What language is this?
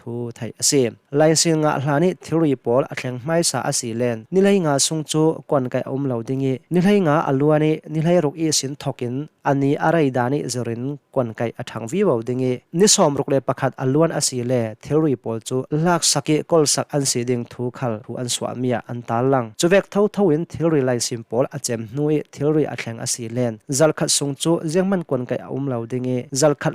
Hakha Chin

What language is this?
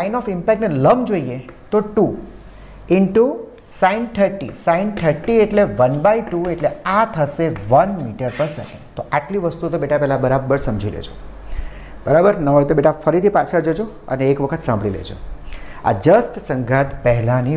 Gujarati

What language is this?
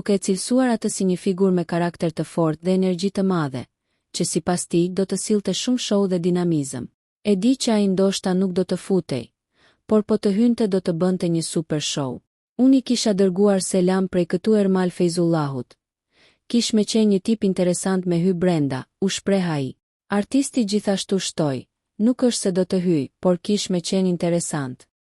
Albanian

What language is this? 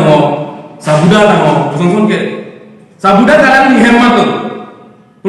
Karbi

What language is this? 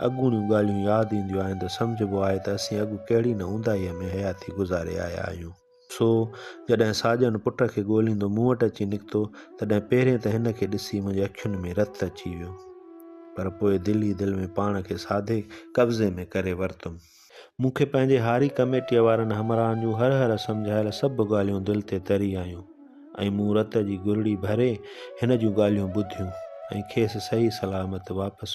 Sindhi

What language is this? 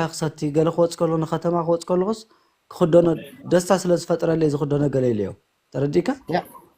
Tigrinya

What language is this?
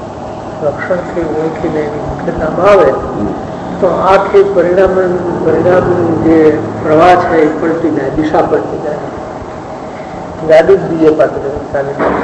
Gujarati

